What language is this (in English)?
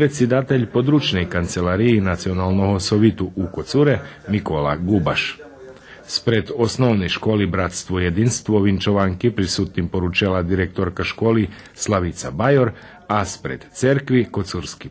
Rusyn